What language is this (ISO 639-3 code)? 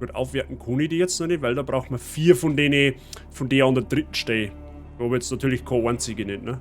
bar